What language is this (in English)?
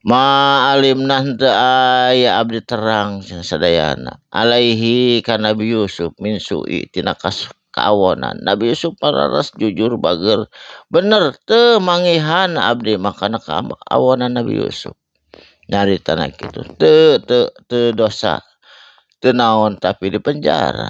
Sundanese